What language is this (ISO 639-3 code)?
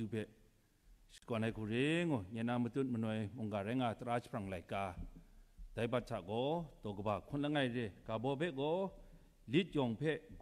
kac